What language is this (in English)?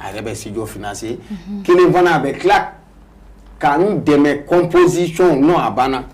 Bambara